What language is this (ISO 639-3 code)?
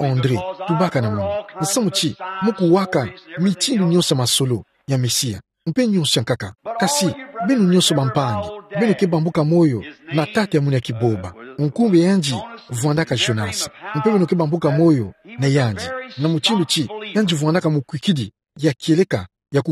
ktu